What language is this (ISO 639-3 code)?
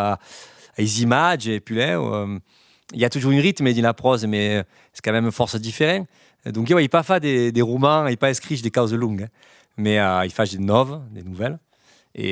oci